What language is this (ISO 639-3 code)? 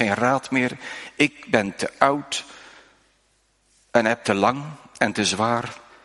nld